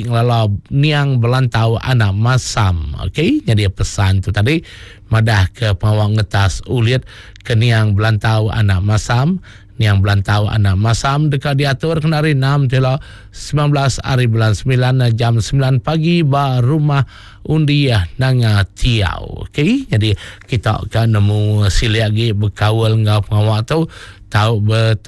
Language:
Iban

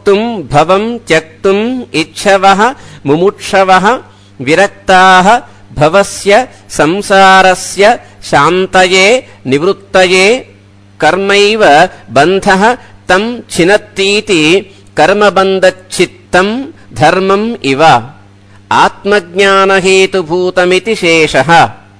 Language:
Sanskrit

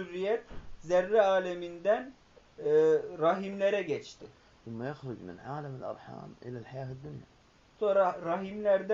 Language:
Turkish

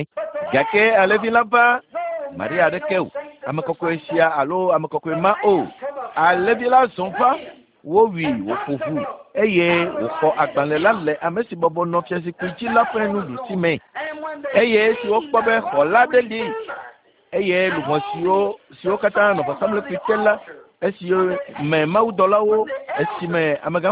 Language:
Ewe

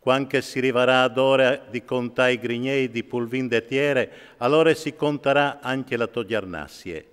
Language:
Friulian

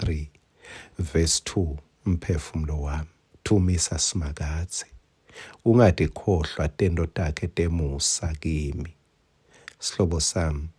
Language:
Swati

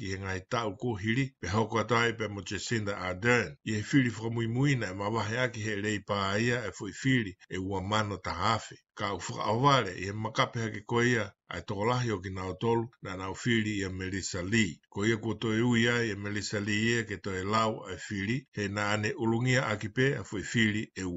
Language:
Tongan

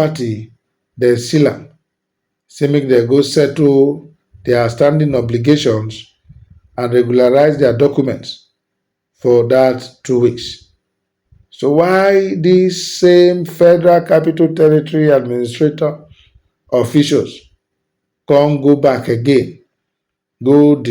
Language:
Nigerian Pidgin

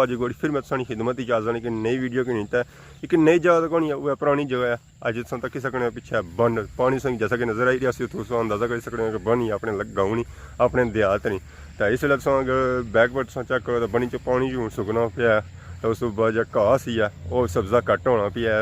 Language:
Pahari-Potwari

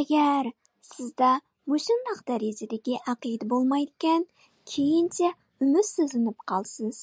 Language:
Uyghur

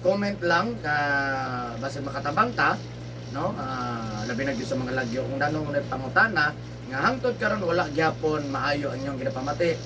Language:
Cebuano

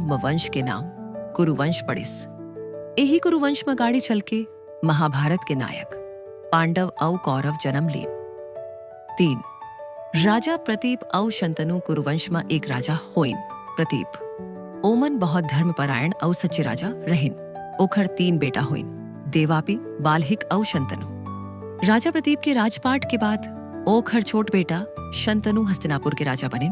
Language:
Chhattisgarhi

